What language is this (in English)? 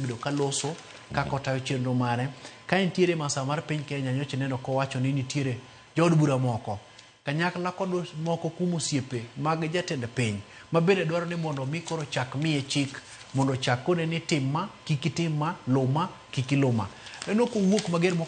Luo (Kenya and Tanzania)